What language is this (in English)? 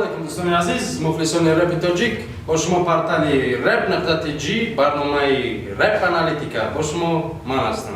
Tajik